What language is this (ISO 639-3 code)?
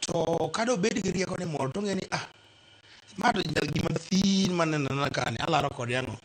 luo